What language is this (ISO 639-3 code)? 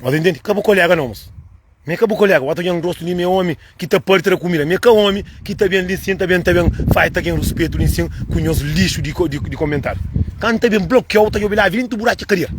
kea